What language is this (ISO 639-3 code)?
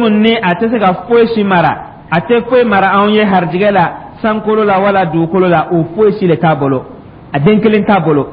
dyu